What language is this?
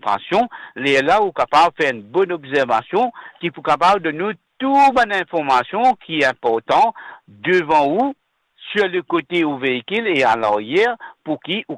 Morisyen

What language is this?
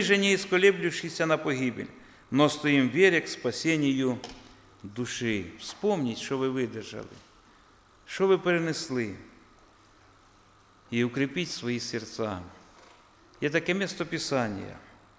Ukrainian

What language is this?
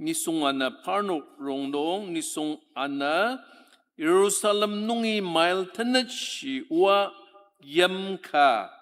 Ao Naga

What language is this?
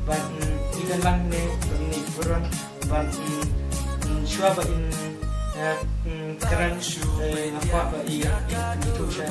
Khasi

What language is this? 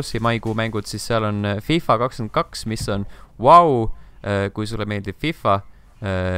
Estonian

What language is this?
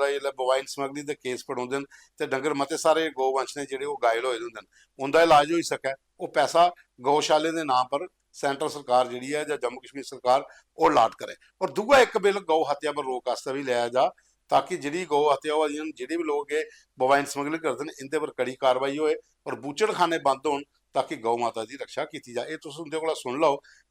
Dogri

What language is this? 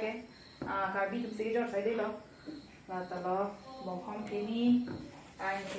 Karbi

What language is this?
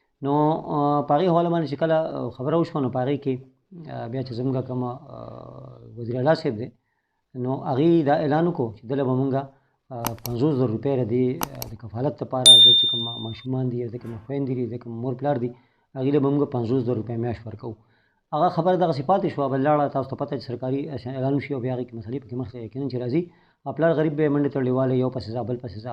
Pashto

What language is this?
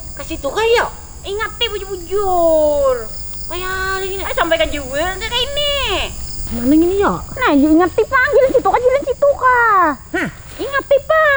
Banjar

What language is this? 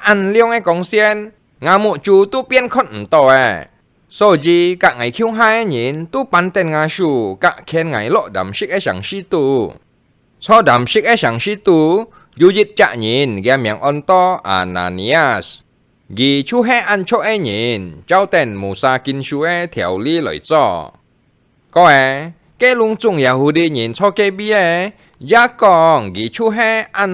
Hakka Chinese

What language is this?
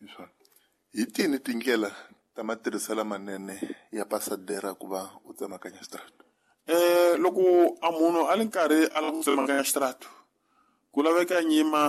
Tsonga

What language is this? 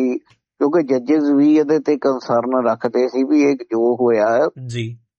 Punjabi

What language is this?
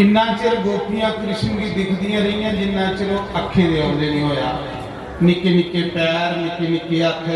Dogri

